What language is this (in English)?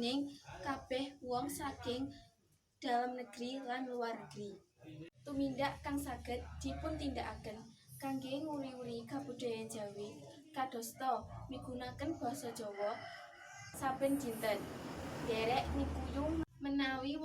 Javanese